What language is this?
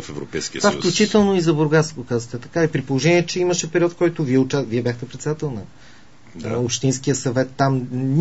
Bulgarian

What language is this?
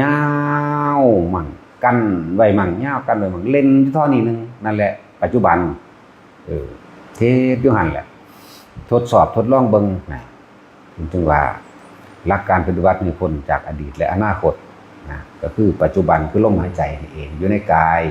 Lao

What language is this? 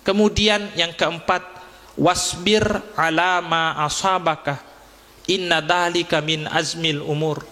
Buginese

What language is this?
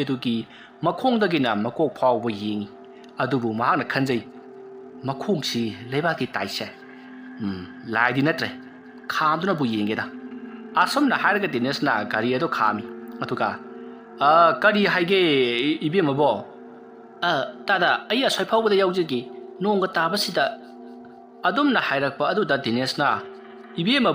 Manipuri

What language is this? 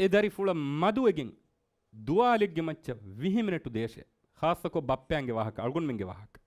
Divehi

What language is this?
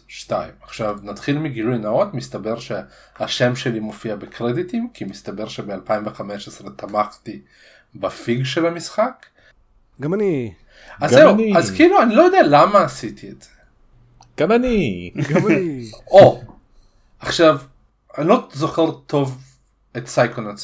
Hebrew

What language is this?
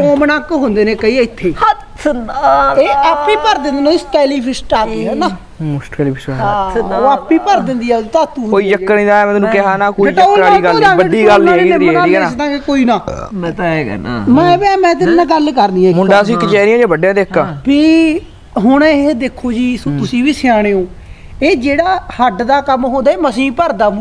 Punjabi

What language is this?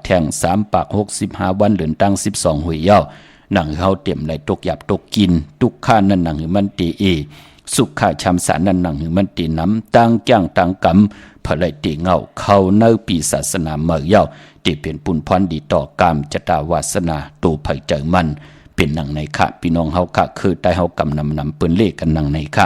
Shan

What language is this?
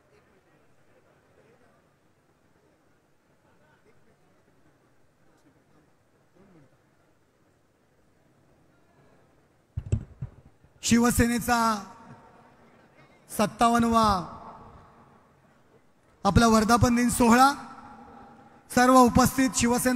Marathi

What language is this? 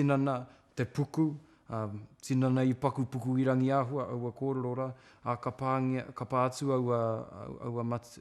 Māori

